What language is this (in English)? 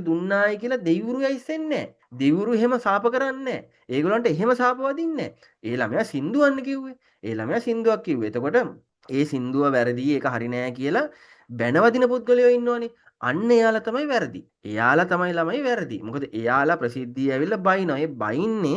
Sinhala